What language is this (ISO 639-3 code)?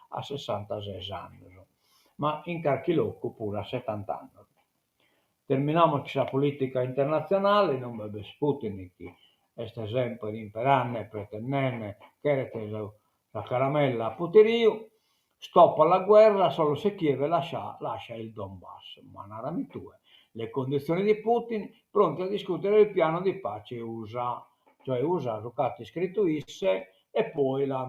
srd